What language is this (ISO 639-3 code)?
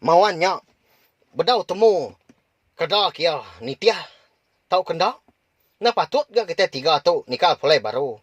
iba